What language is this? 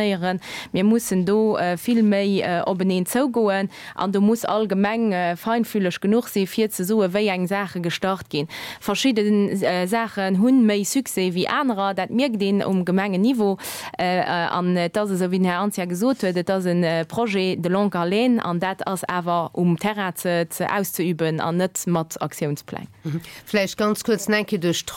Luxembourgish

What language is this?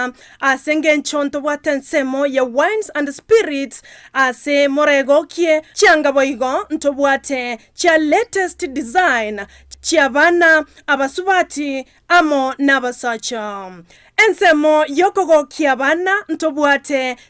Gusii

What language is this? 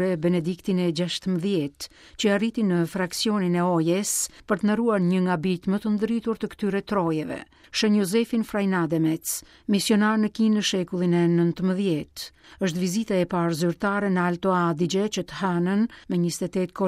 Albanian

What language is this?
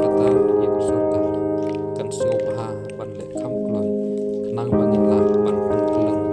Khasi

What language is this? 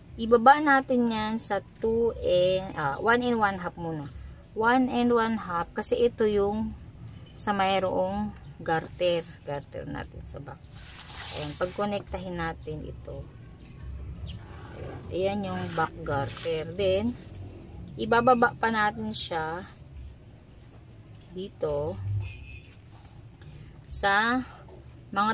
Filipino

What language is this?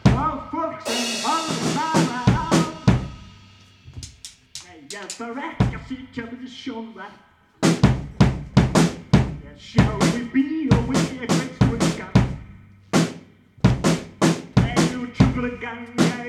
Icelandic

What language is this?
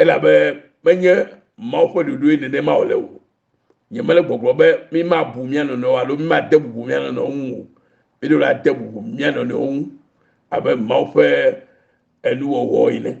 Ewe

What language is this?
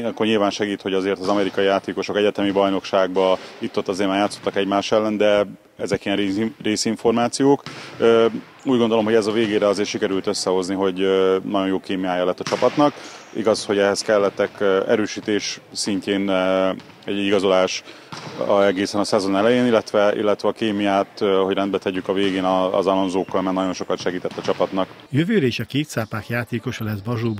Hungarian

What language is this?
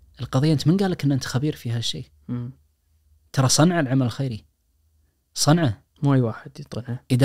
Najdi Arabic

